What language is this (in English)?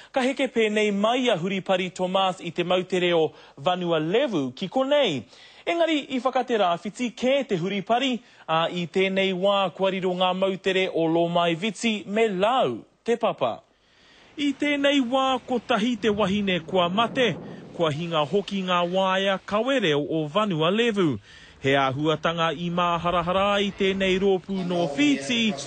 Māori